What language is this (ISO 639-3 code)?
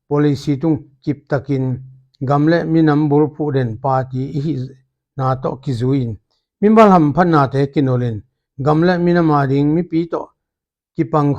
ctd